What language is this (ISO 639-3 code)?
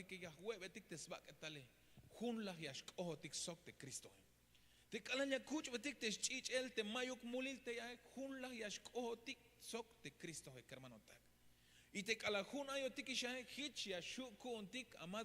tzh